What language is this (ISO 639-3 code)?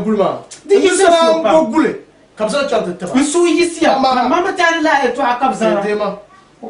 dag